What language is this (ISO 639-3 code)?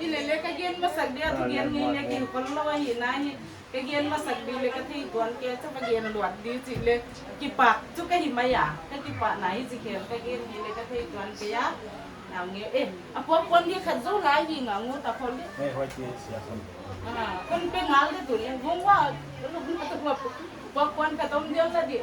pck